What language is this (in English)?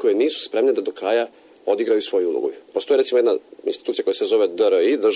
Serbian